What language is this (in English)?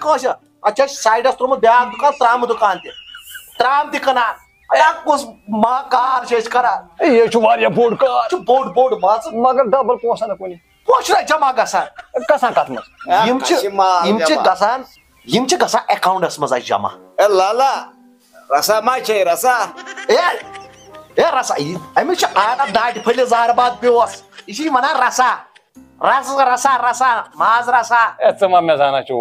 Kashmiri